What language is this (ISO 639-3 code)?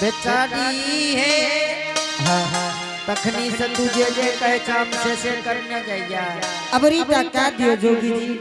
anp